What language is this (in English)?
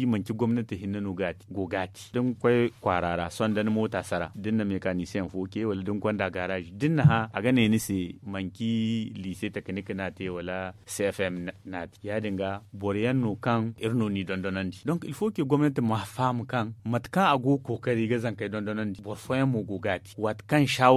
Zarma